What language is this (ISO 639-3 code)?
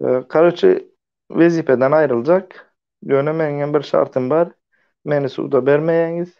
tuk